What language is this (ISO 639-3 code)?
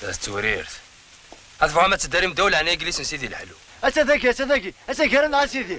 kab